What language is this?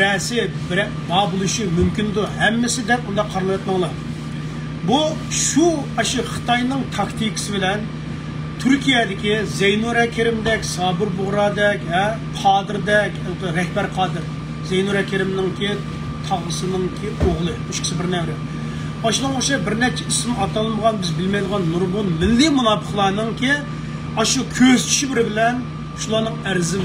Uyghur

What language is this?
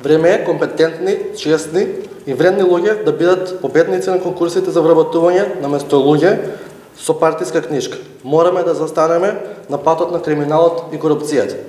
Macedonian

